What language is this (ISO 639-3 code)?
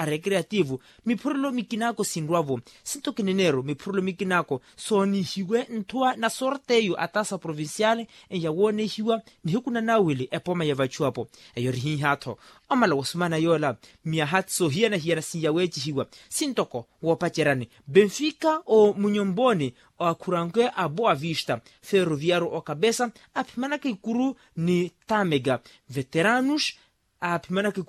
vmw